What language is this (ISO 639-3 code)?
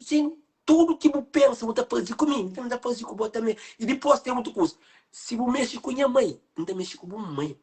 kea